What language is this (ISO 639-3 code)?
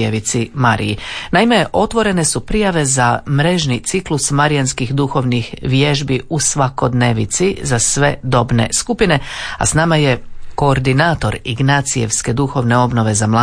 hrv